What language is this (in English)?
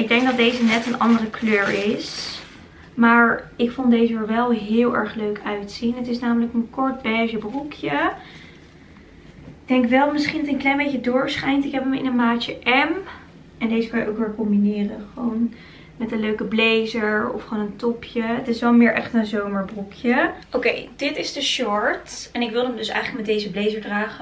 Dutch